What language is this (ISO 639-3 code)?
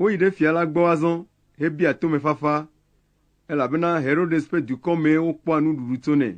ewe